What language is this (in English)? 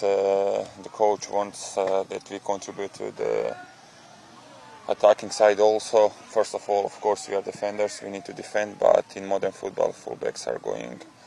Turkish